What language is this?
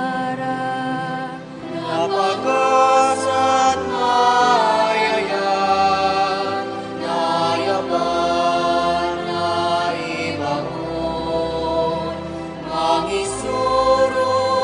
Iloko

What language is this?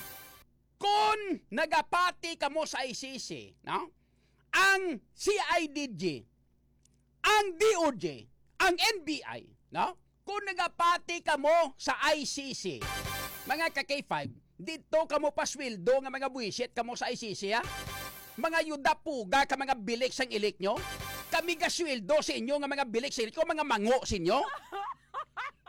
Hiligaynon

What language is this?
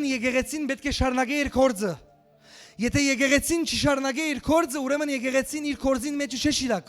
Western Armenian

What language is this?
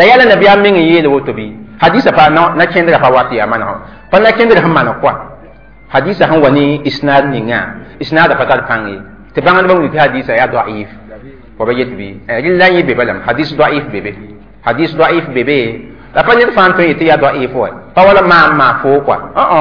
Mossi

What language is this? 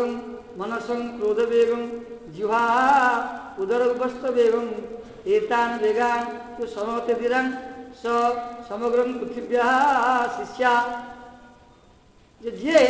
Odia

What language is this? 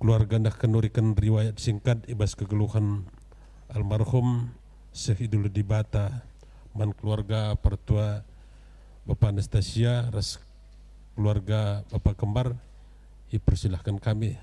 Batak Karo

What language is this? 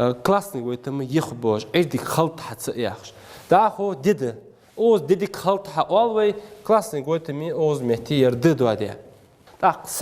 Ingush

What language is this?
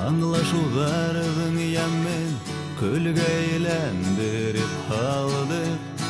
Bashkir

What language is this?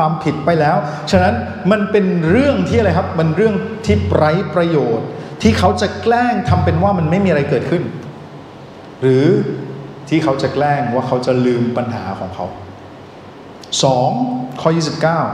Thai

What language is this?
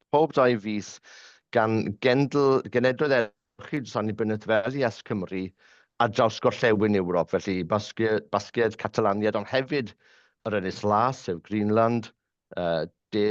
Welsh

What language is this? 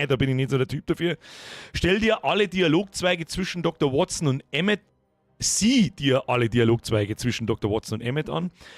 Bavarian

